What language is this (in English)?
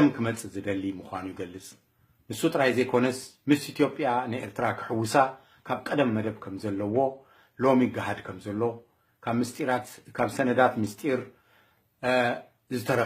Tigrinya